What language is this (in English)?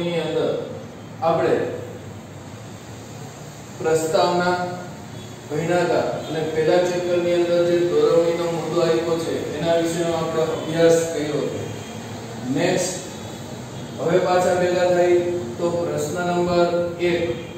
Gujarati